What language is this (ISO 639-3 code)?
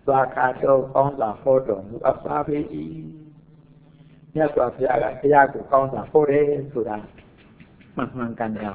mya